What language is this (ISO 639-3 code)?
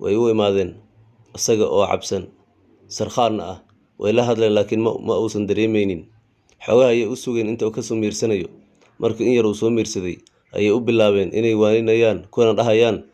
som